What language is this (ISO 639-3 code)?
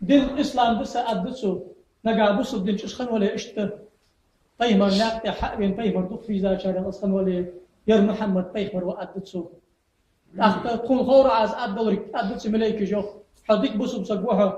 inh